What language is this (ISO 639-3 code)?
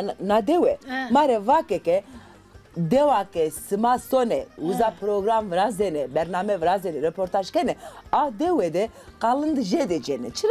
zza